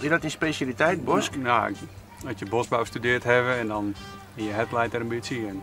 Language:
Western Frisian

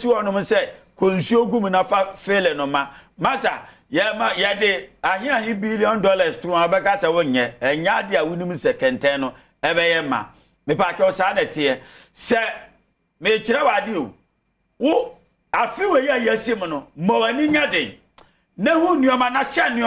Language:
Akan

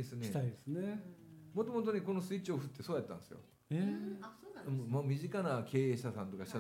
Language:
Japanese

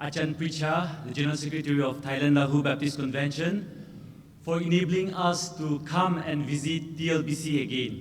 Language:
Lahu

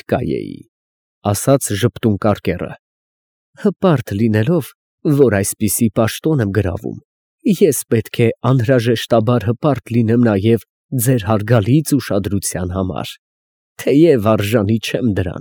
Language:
Armenian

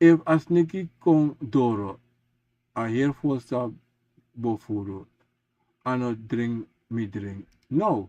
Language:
Sranan Tongo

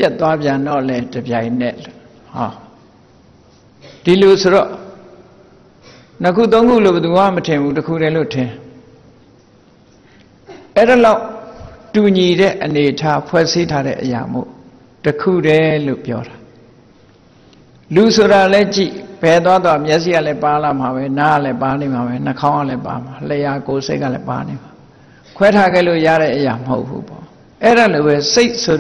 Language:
Burmese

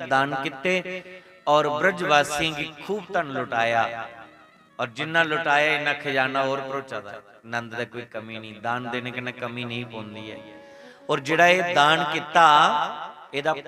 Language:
Dogri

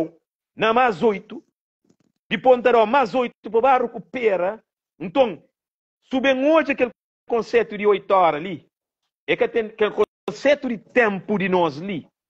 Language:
Kabuverdianu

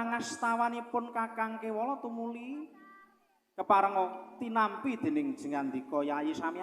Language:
Javanese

